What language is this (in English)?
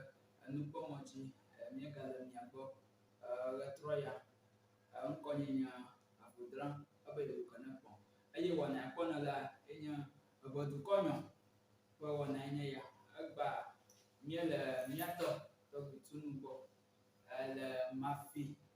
Ewe